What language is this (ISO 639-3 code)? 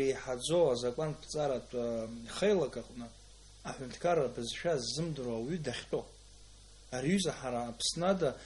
abk